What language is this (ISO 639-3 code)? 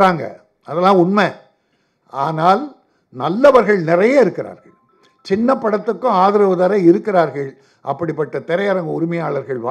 tam